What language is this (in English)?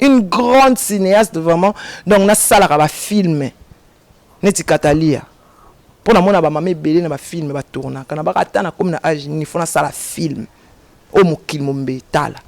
Lingala